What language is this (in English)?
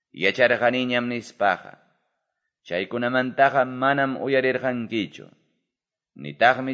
Quechua